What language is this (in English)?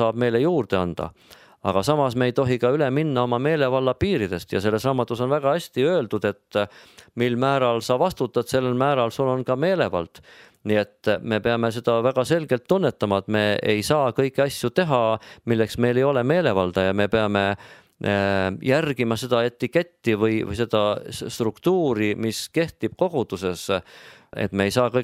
Estonian